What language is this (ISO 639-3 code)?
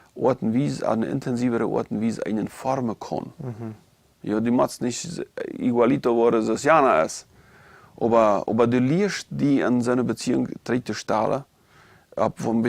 pdt